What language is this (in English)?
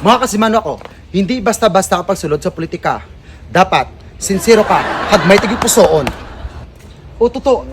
Hiligaynon